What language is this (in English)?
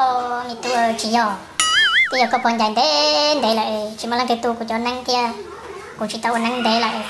Hmong